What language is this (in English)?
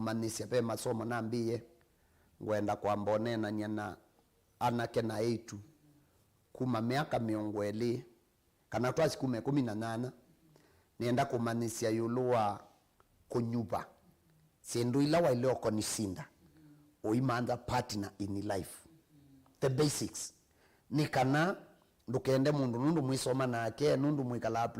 Kamba